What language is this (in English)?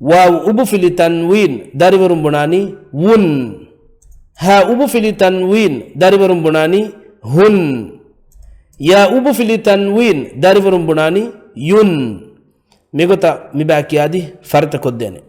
Divehi